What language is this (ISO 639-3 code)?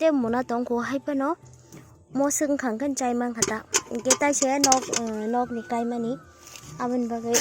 trp